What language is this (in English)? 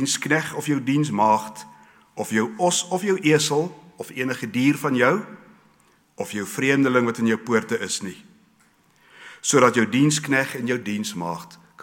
Afrikaans